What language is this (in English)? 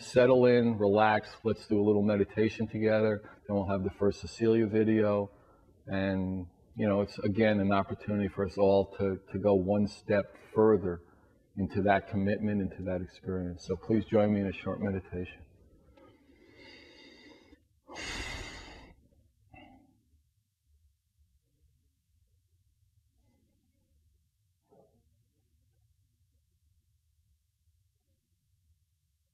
English